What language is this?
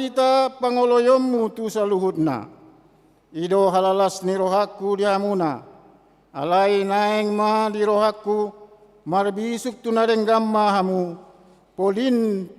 Batak Toba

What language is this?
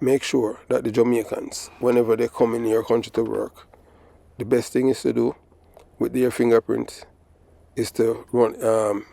Jamaican Creole English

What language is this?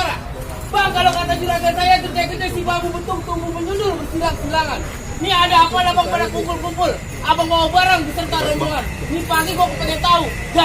Betawi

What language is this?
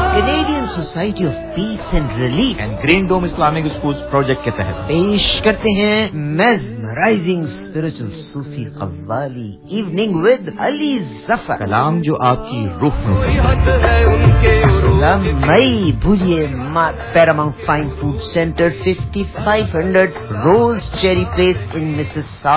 Urdu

